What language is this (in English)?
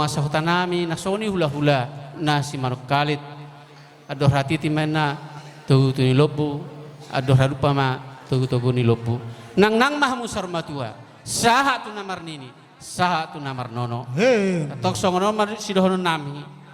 Batak Toba